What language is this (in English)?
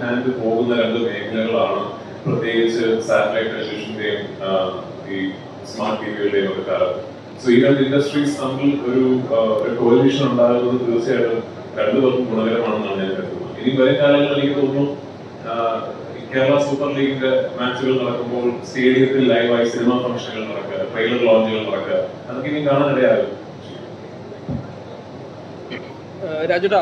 Malayalam